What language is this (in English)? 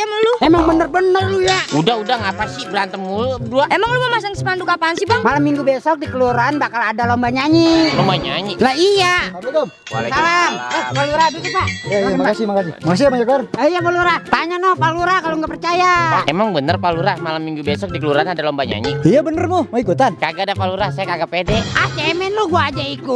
Betawi